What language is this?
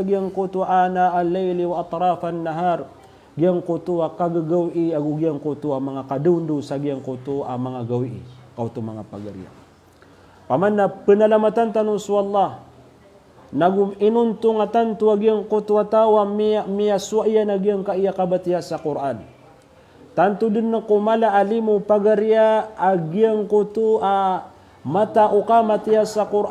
Maranao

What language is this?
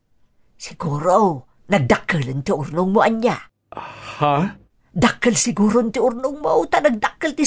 Iloko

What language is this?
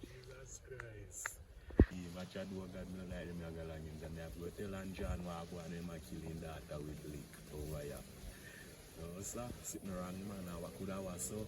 Jamaican Creole English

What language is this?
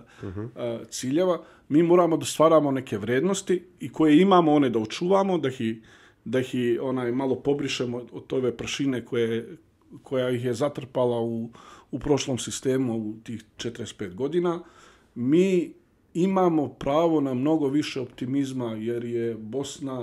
Bosnian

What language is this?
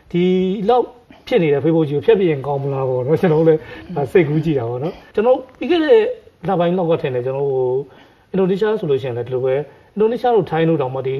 Burmese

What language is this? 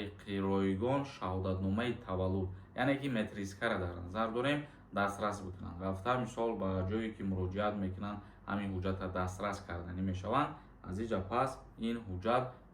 Tajik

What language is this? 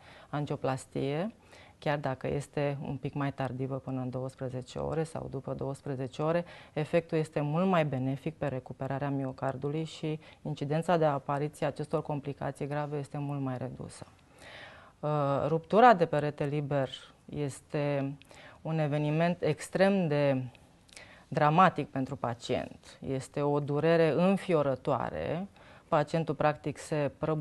Romanian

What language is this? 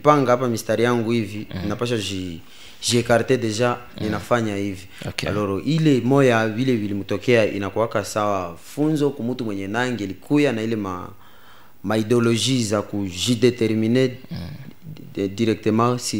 Swahili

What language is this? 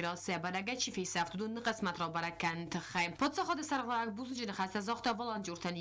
Ossetic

